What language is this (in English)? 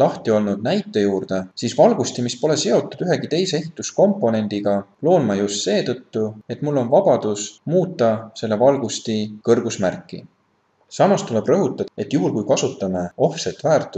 Estonian